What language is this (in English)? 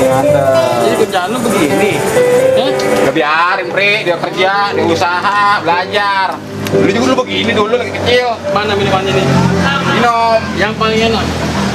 Betawi